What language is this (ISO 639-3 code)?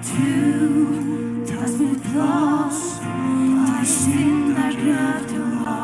fao